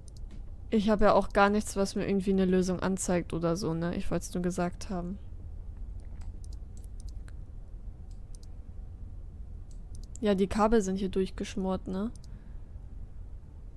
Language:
German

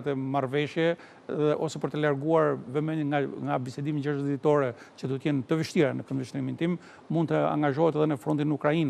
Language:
Albanian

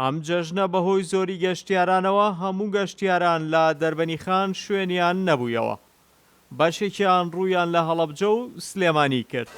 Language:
Central Kurdish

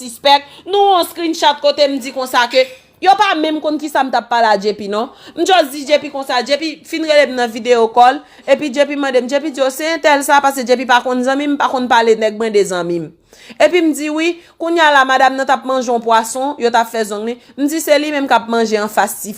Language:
Haitian Creole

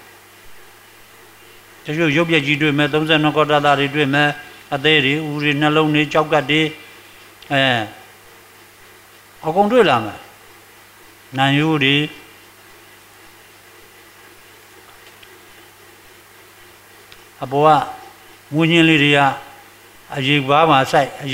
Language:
Burmese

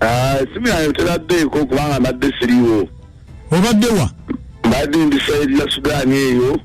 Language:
Ganda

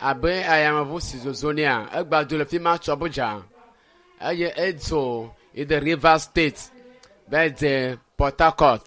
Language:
Ewe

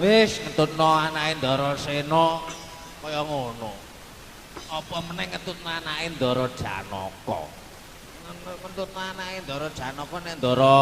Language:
Javanese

